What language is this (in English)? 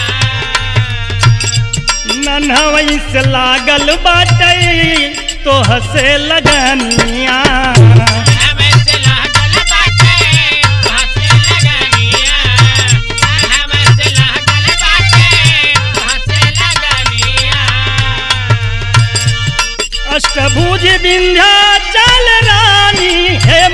Bhojpuri